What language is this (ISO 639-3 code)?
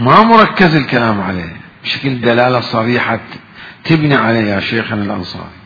acm